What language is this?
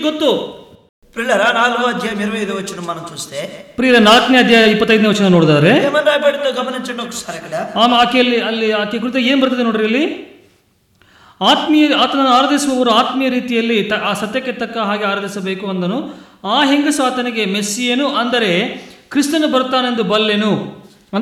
Kannada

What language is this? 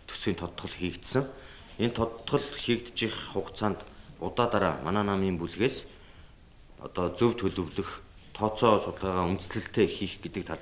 Mongolian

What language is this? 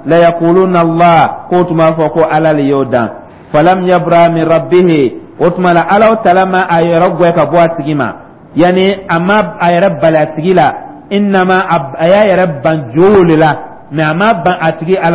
Dyula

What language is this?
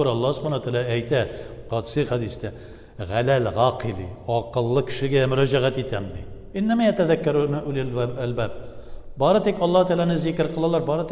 Tatar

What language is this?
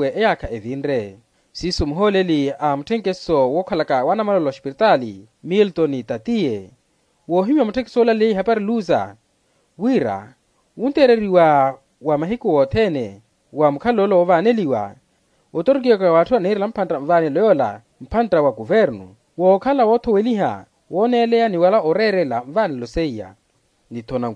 Makhuwa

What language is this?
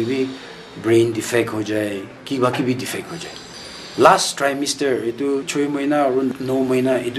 Naga Pidgin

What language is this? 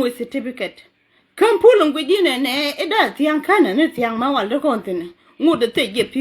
Nuer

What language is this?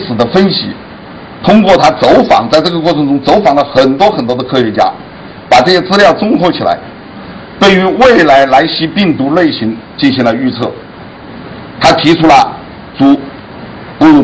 Chinese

